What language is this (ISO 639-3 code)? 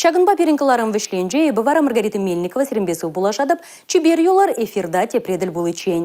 chv